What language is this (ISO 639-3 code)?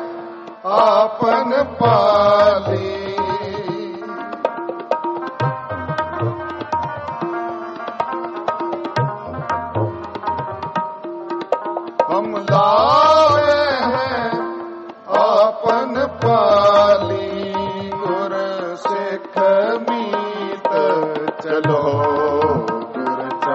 pan